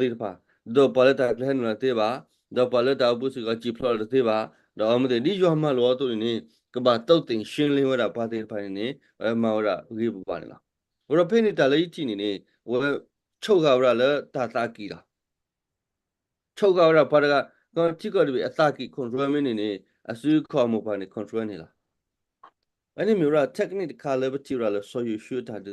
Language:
S'gaw Karen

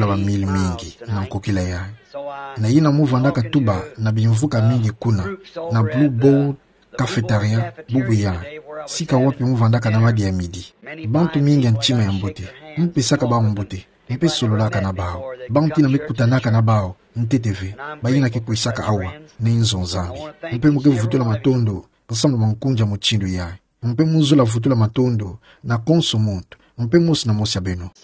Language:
Kituba (Democratic Republic of Congo)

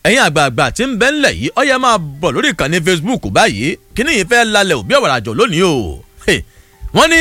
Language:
Yoruba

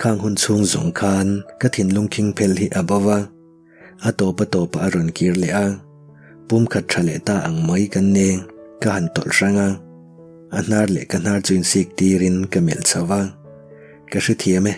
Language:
Mizo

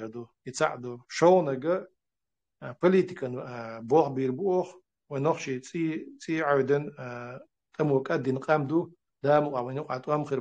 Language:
Chechen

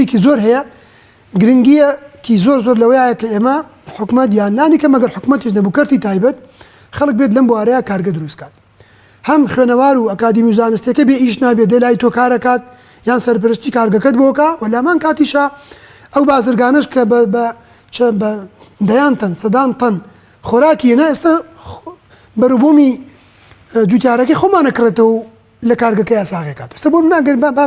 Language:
Central Kurdish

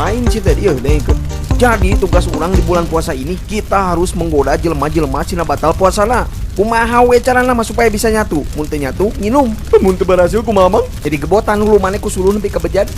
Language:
Sundanese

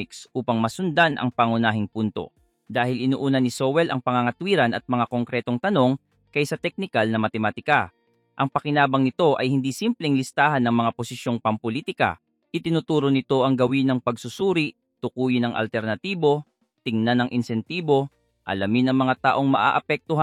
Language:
Filipino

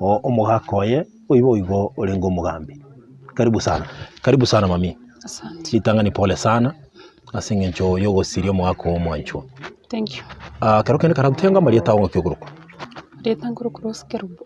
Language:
Gusii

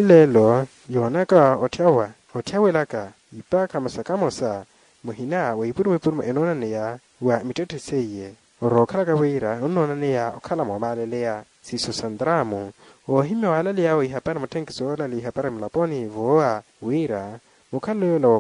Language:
Makhuwa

